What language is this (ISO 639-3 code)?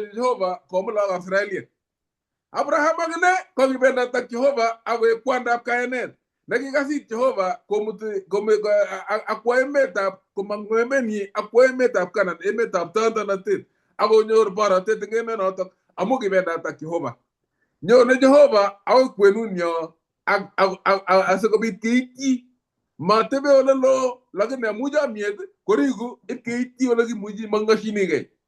kln